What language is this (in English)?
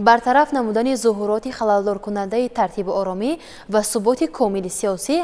Tajik